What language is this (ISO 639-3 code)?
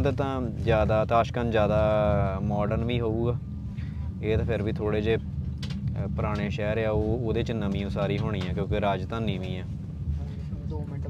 pan